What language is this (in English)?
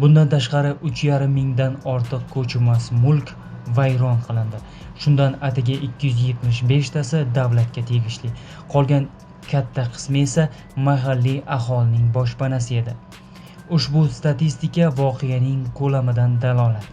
Uzbek